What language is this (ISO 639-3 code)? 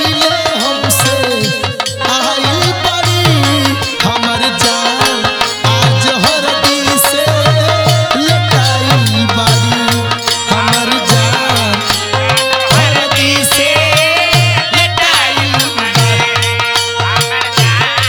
bho